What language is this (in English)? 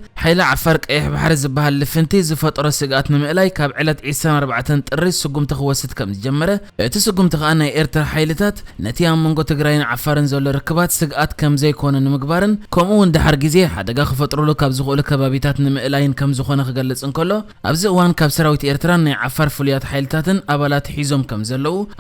Tigrinya